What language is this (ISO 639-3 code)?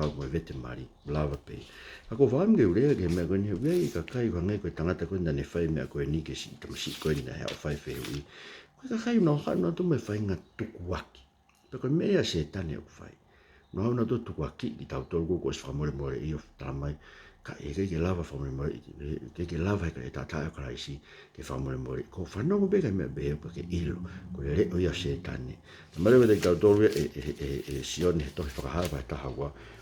ton